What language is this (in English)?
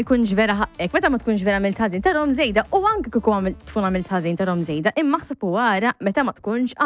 Maltese